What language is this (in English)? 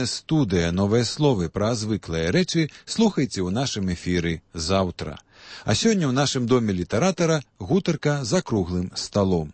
Belarusian